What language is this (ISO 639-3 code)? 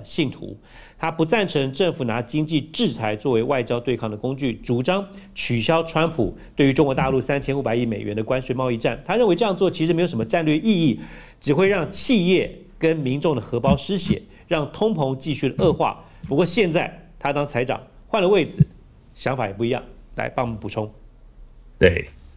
zho